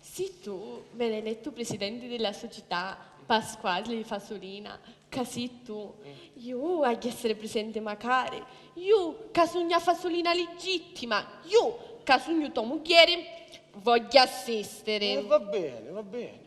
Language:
Sicilian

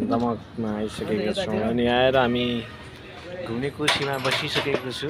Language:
Nepali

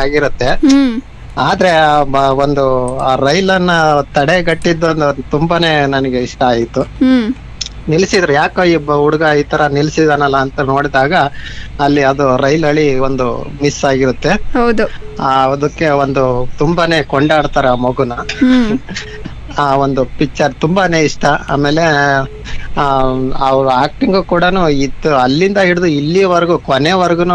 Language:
Kannada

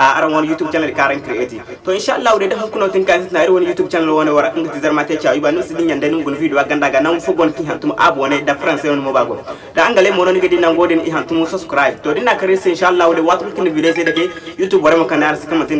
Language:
Zarma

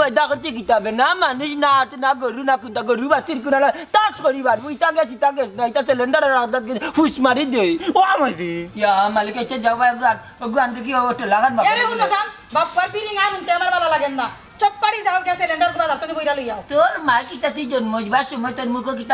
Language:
Sylheti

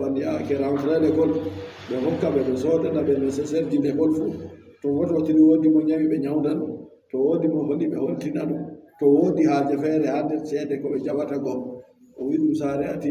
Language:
Adamawa Fulfulde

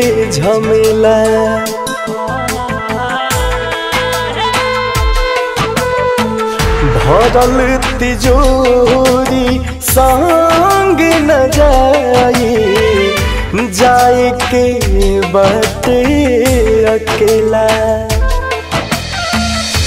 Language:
Bhojpuri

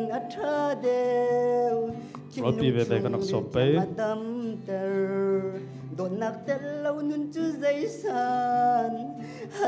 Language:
Falam Chin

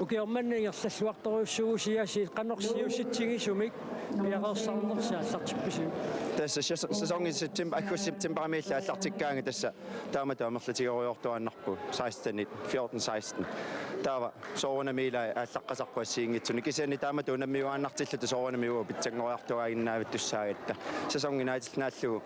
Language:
Kalaallisut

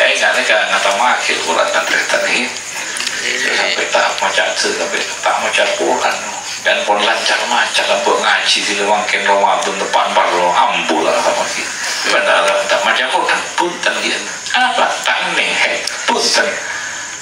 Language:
Madurese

